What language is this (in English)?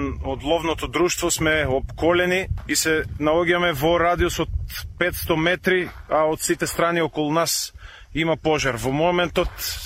Macedonian